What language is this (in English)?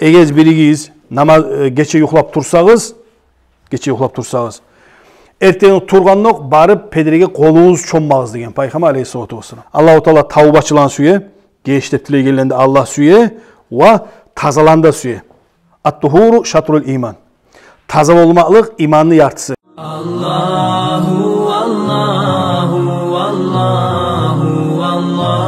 Kumyk